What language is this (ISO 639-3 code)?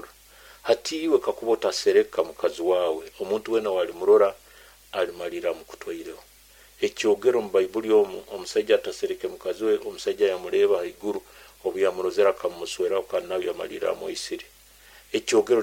nyo